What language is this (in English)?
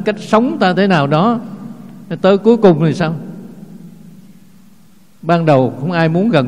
Vietnamese